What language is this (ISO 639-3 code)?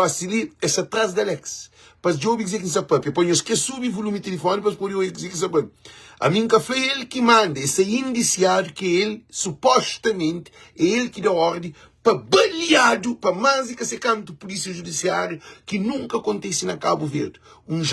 kea